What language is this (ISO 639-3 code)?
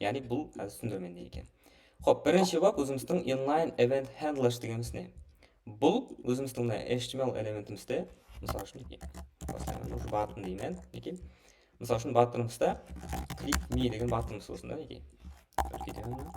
kaa